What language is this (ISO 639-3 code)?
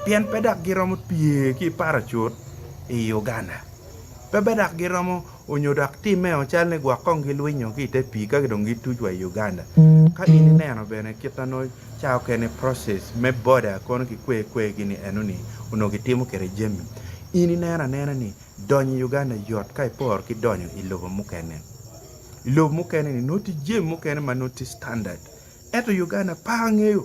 ach